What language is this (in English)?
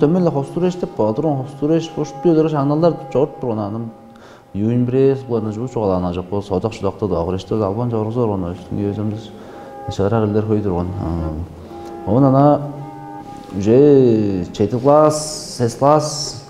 Tuvinian